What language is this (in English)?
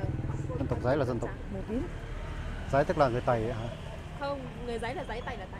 Vietnamese